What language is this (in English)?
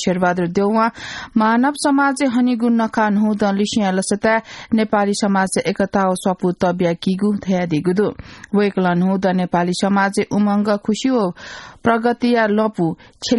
Newari